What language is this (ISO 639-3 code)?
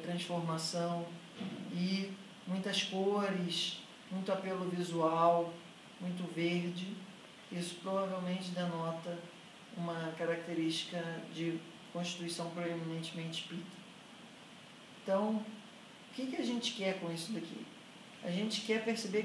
por